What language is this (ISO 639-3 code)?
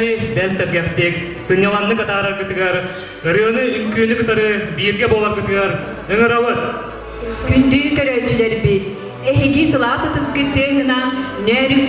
sah